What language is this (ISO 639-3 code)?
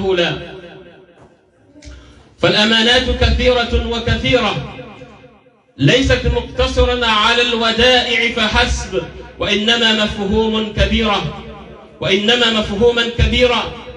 ara